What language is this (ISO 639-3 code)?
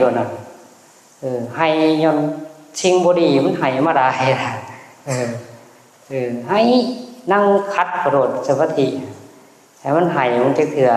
tts